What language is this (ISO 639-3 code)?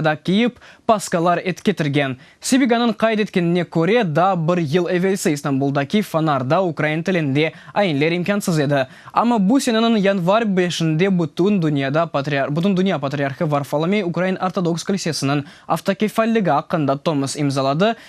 crh